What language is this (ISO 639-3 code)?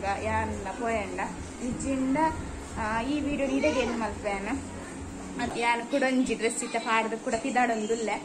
tcy